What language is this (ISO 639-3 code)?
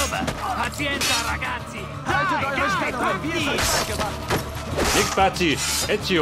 bar